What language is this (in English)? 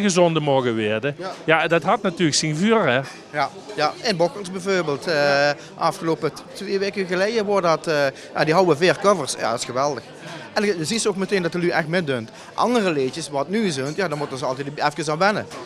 Limburgish